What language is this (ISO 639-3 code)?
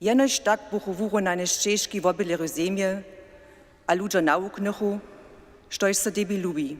hsb